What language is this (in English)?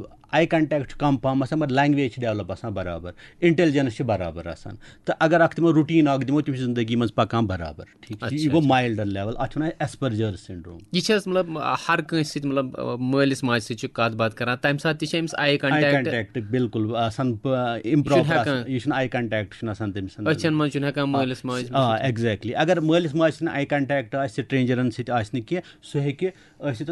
Kashmiri